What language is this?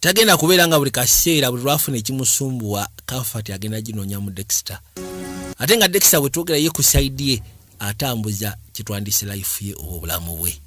Ganda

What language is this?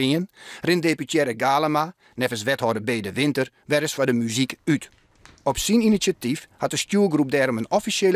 Western Frisian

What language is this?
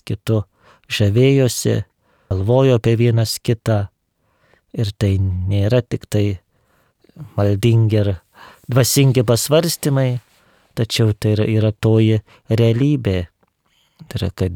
Lithuanian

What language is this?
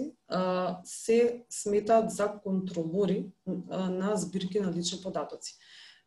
Macedonian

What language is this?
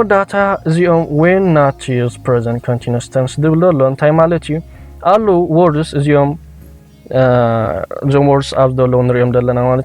Tigrinya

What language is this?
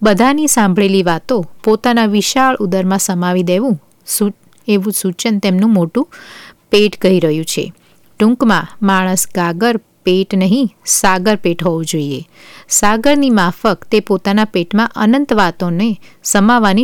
Gujarati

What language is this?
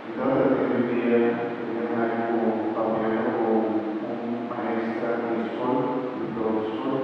Papiamento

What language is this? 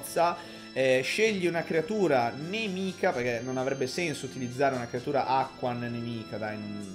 Italian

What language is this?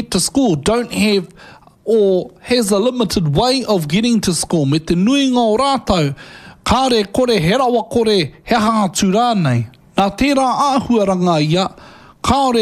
Māori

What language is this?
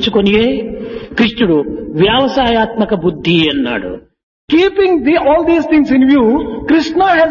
Telugu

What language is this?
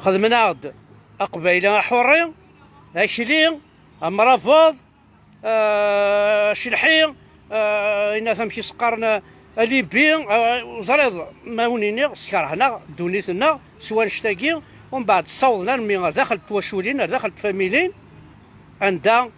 Kabyle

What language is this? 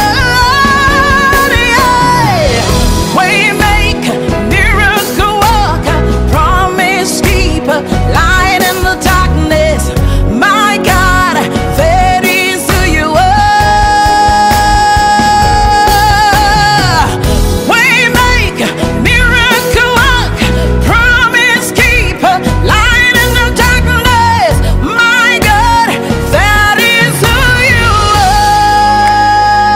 English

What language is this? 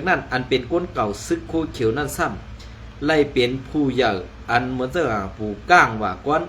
Shan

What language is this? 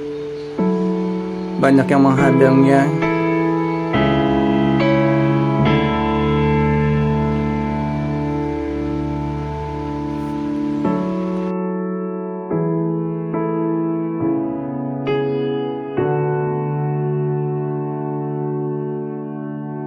Indonesian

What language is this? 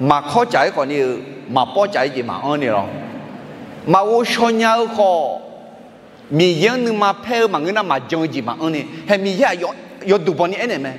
Akha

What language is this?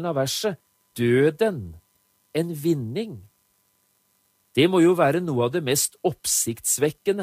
Norwegian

